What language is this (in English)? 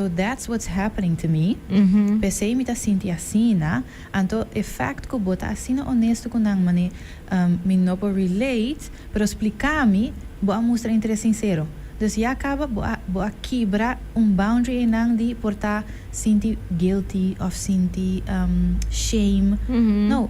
Papiamento